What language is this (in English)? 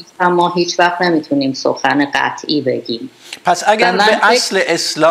Persian